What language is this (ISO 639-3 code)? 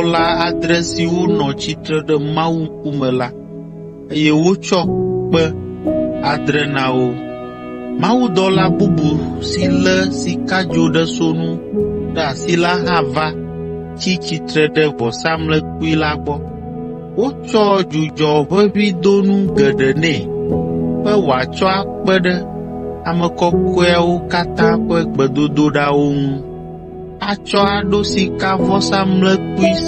ewe